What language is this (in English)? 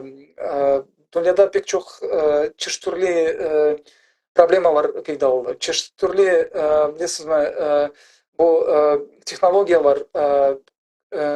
Crimean Tatar